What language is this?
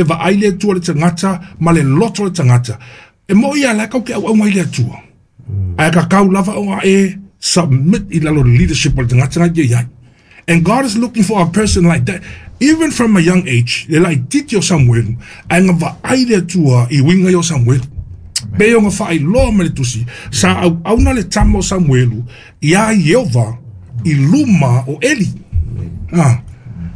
Samoan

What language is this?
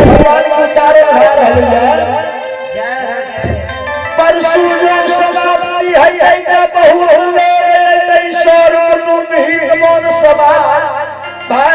Angika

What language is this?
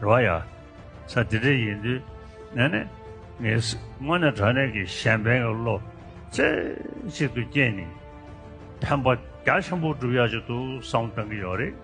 Tibetan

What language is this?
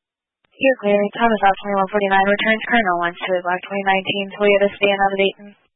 English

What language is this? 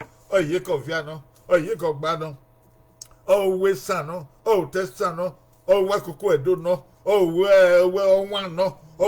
Bini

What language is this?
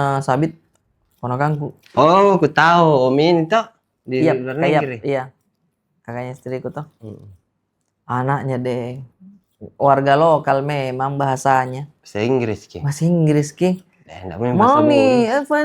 Makassar Malay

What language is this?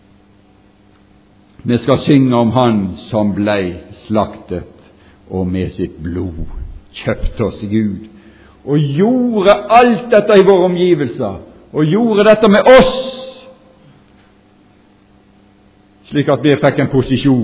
Norwegian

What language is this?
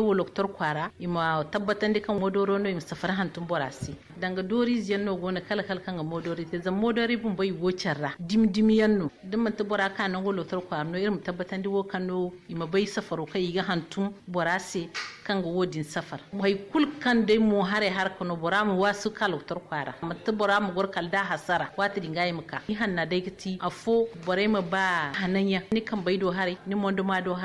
Zarma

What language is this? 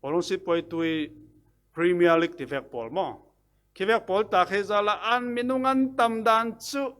Falam Chin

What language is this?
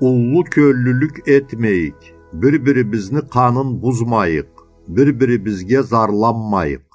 Karachay-Balkar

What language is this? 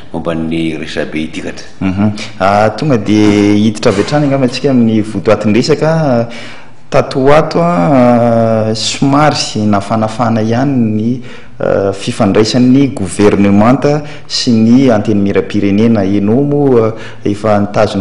Malagasy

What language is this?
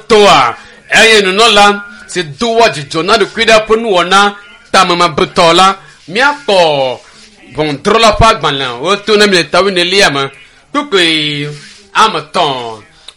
Ewe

